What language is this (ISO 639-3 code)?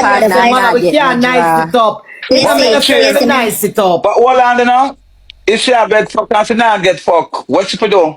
jam